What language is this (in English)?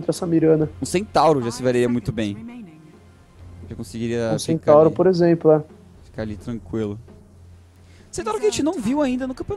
Portuguese